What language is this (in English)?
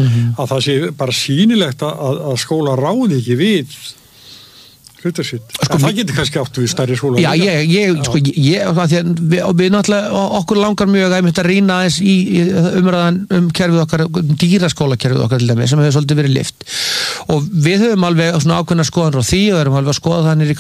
Icelandic